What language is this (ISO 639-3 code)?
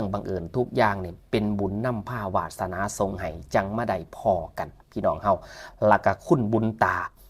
tts